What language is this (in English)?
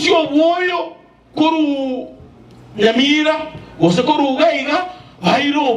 Gusii